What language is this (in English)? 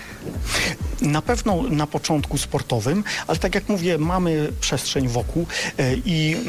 Polish